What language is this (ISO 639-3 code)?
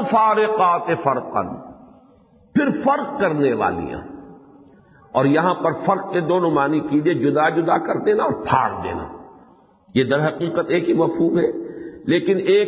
urd